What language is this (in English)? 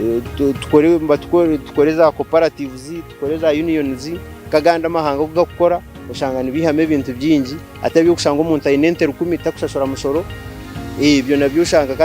Nyankole